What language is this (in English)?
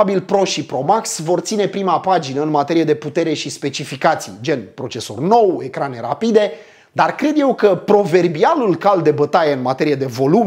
Romanian